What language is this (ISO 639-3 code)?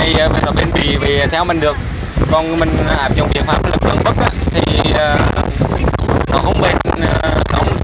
vie